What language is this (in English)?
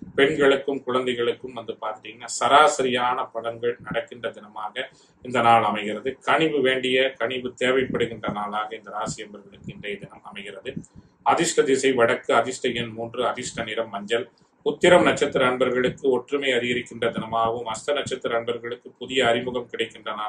Tamil